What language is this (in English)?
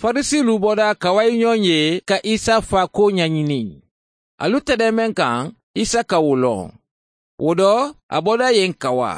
Mandingo